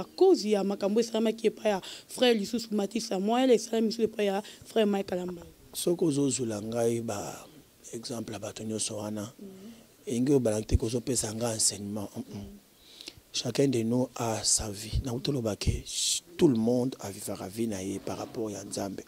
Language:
Lingala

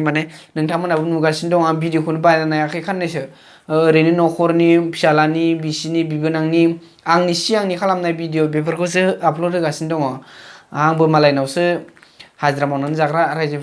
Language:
Bodo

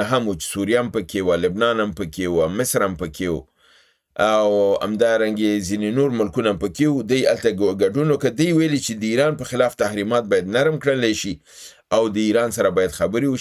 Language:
Pashto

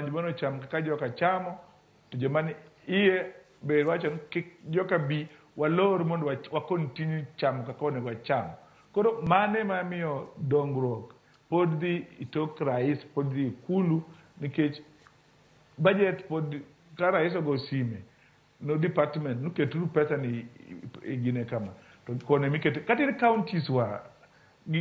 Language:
Luo (Kenya and Tanzania)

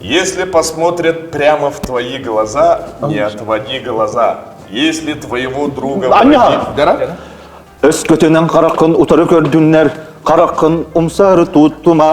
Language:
Yakut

